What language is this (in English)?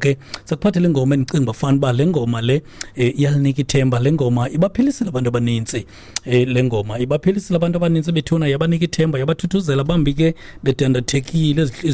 Xhosa